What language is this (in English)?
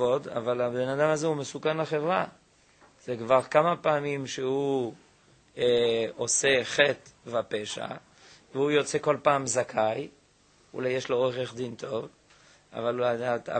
Hebrew